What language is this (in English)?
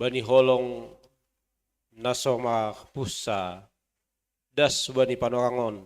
Batak Simalungun